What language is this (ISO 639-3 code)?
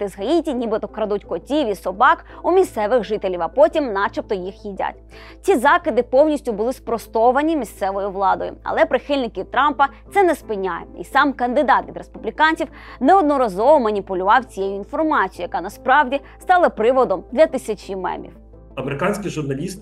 ukr